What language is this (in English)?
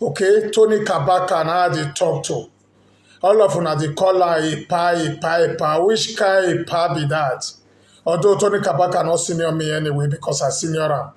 Nigerian Pidgin